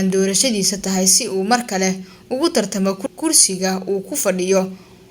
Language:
Somali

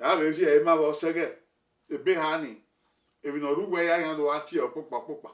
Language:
Bini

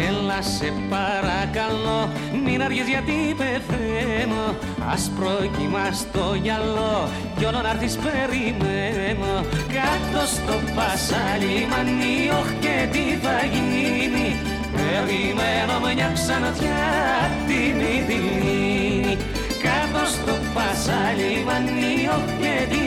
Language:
Greek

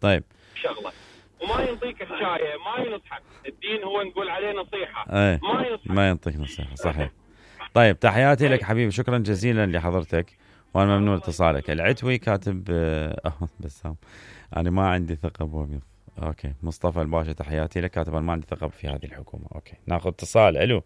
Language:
Mesopotamian Arabic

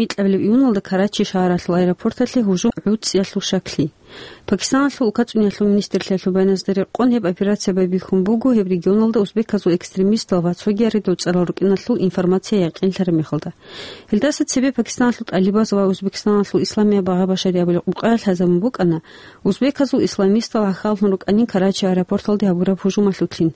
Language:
Avaric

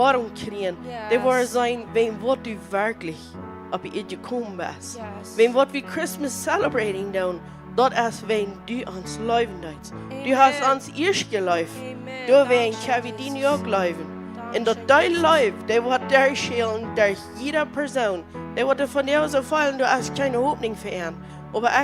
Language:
Plautdietsch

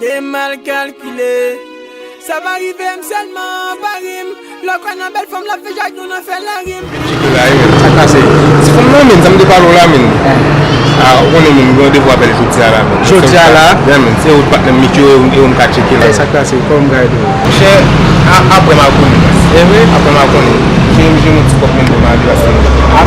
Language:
Haitian Creole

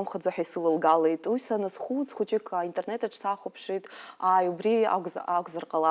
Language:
Abkhazian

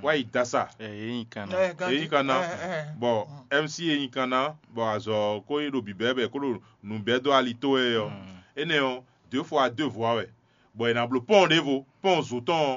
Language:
Fon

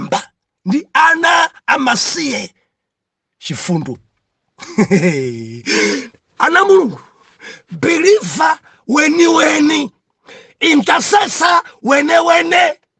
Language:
Nyanja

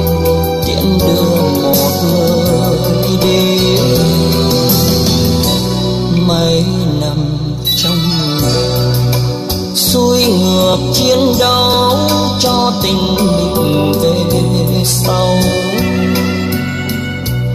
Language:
Vietnamese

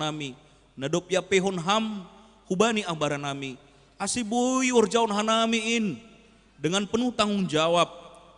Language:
Batak Simalungun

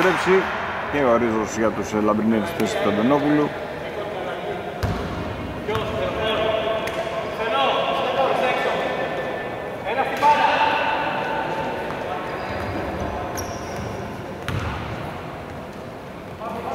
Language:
Greek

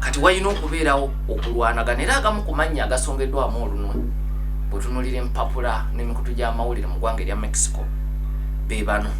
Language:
Ganda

